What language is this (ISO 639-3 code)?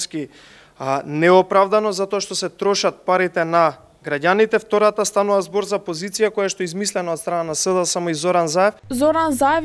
mkd